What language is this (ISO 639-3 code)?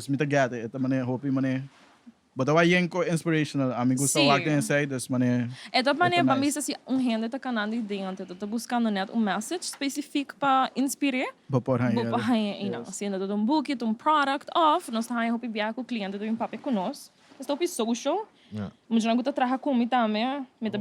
pap